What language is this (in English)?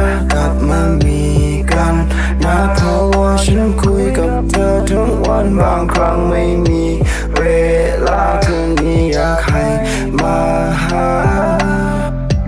Thai